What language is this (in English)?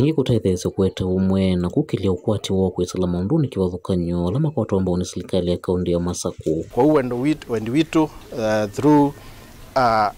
Kamba